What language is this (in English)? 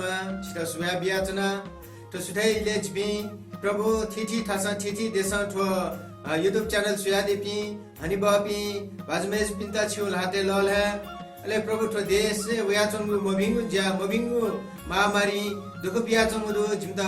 Newari